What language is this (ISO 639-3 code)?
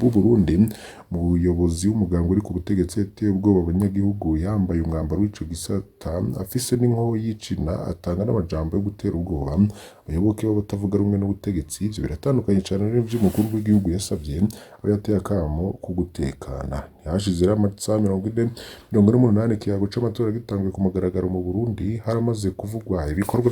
run